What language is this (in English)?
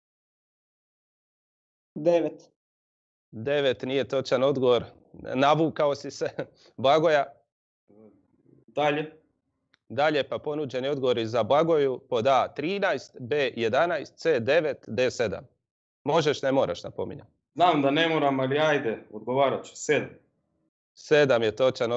Croatian